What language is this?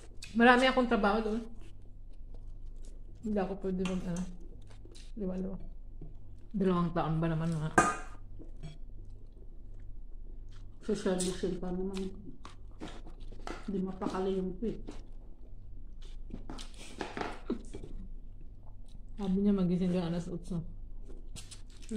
Filipino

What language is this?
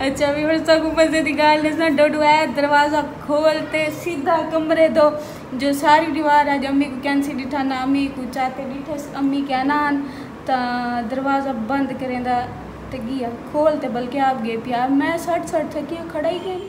Saraiki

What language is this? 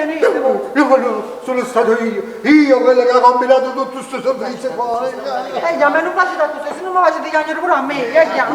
Neapolitan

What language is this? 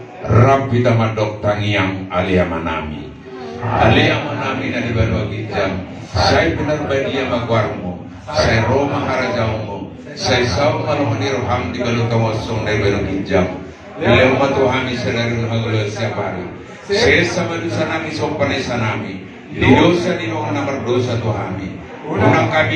Batak Toba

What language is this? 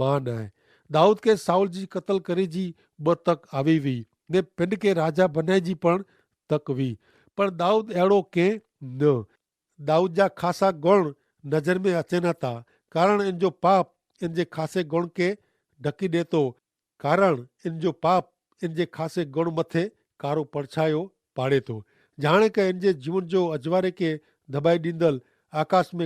Kachhi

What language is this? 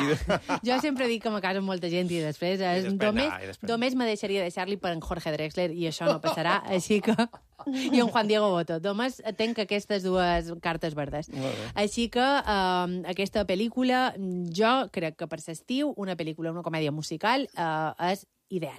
Catalan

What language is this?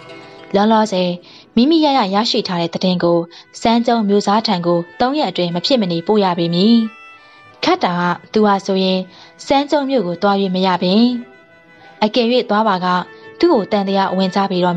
Burmese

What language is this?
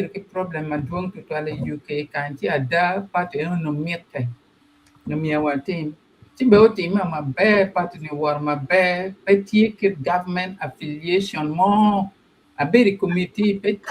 Acoli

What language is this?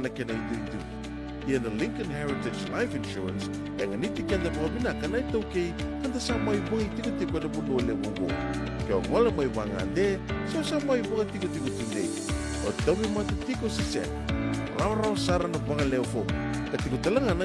Fijian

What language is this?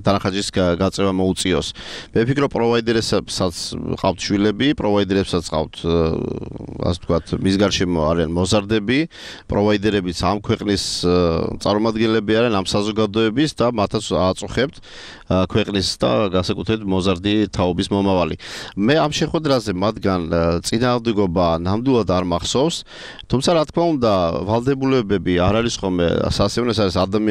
Georgian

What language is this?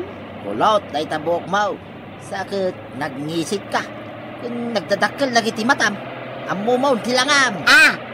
Iloko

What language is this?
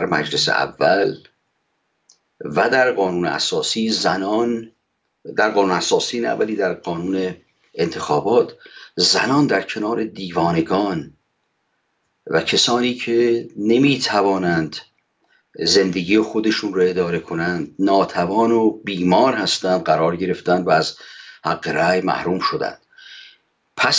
Persian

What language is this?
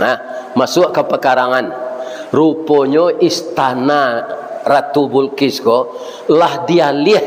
Minangkabau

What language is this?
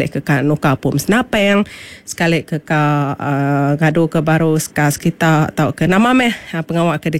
Iban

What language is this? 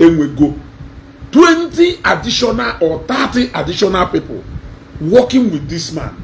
Igbo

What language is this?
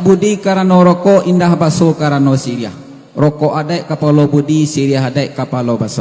Minangkabau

